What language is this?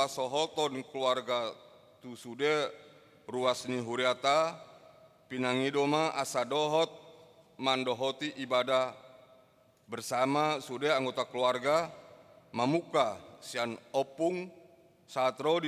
Batak Toba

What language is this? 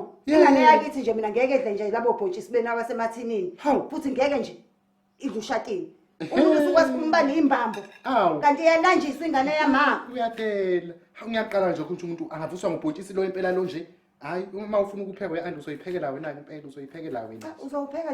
Zulu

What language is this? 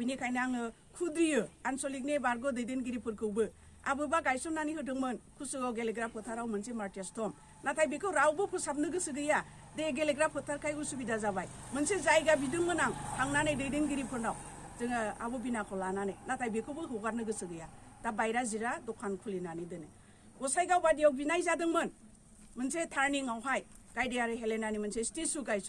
Bodo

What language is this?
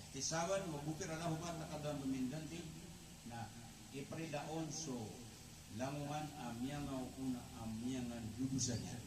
Maranao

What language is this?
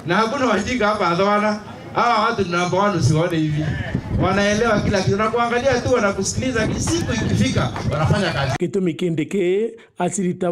Meru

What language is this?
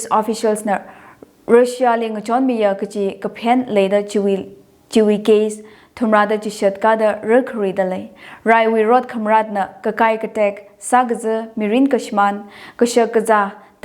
Tangkhul Naga (India)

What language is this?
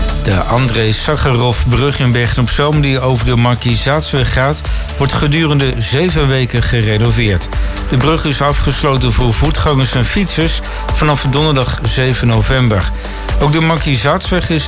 Dutch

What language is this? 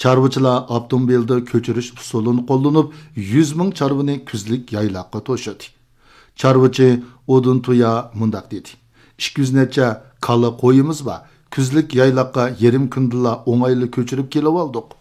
Uyghur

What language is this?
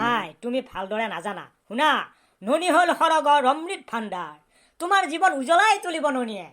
Assamese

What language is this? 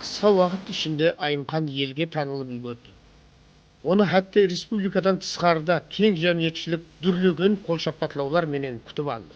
Kara-Kalpak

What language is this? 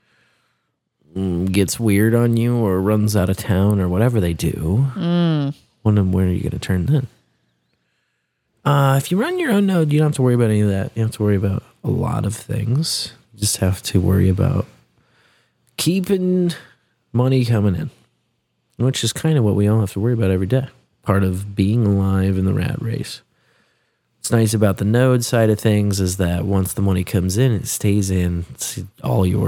English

